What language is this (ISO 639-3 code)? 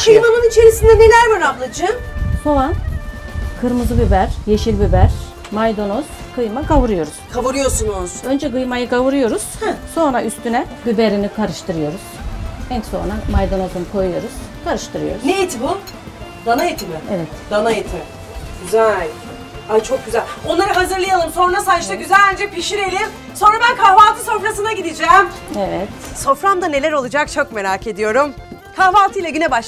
tur